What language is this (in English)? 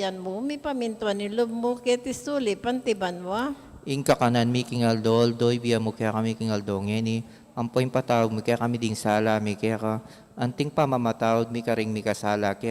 Pampanga